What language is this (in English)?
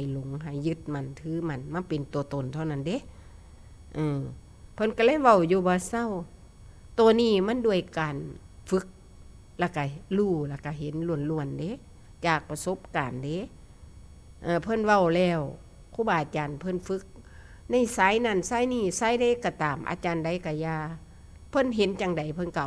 Northeastern Thai